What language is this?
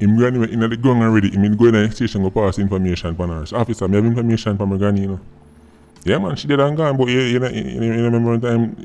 Jamaican Creole English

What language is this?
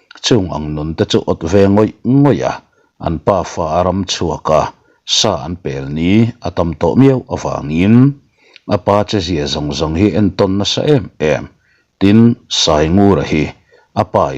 Mizo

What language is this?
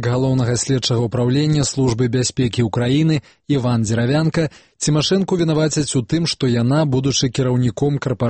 Belarusian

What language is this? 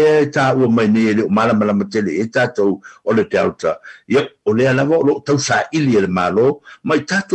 Samoan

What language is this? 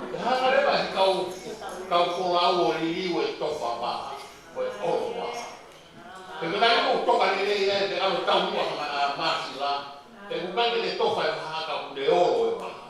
Tongan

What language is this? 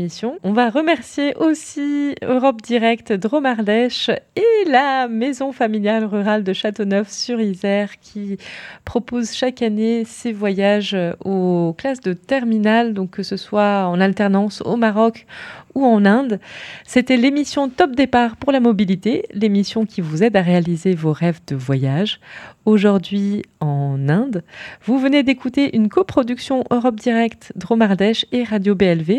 French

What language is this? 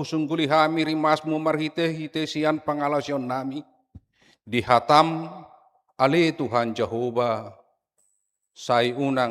Batak Toba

